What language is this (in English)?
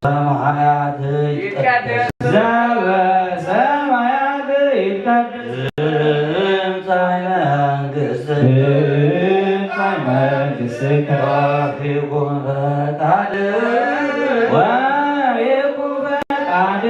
Geez